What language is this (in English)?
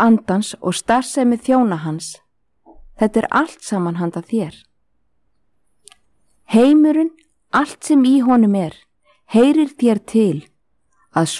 Icelandic